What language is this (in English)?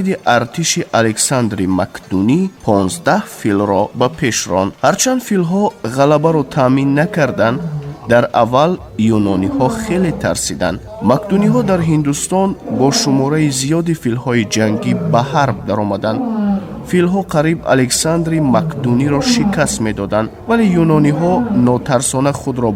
Tajik